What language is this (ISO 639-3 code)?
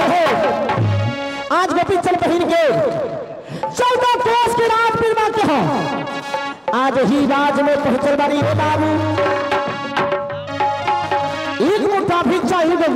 bho